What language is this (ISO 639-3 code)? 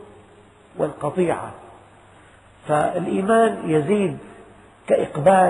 ara